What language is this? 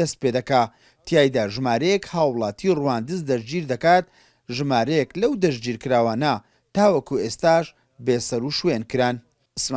Central Kurdish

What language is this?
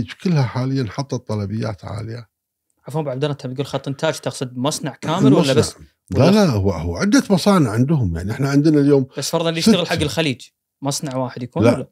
Gulf Arabic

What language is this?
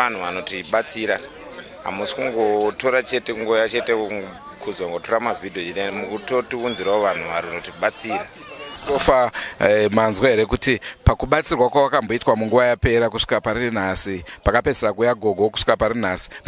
Shona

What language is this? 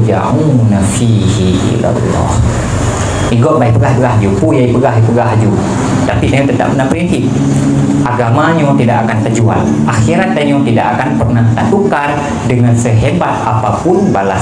Achinese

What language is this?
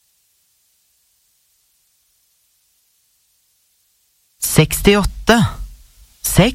Norwegian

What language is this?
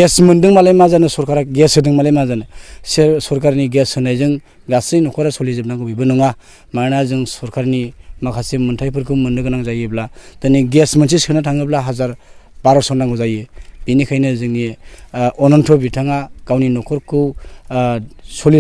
Bodo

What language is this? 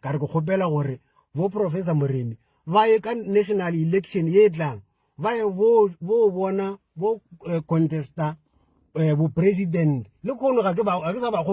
Northern Sotho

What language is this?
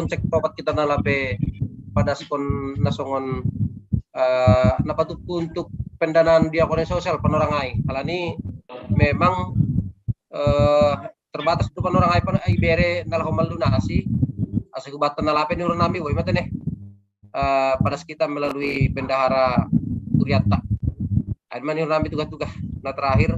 Batak Simalungun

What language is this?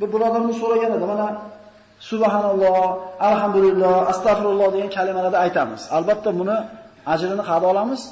Uzbek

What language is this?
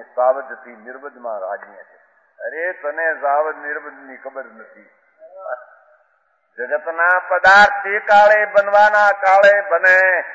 Gujarati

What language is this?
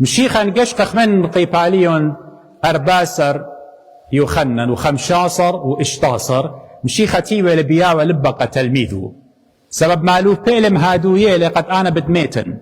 Assyrian Neo-Aramaic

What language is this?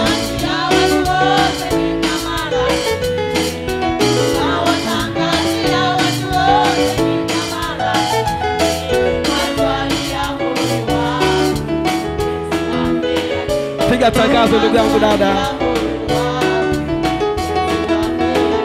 Swahili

